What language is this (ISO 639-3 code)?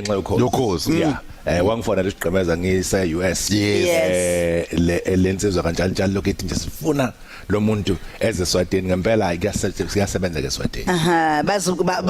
zul